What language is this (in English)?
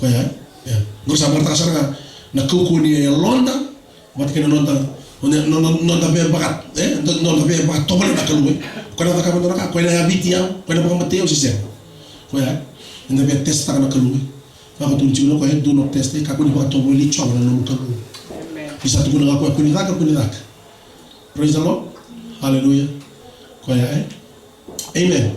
Fijian